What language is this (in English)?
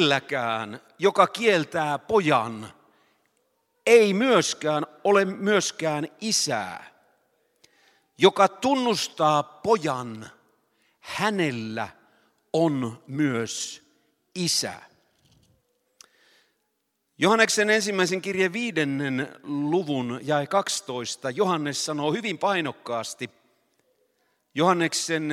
Finnish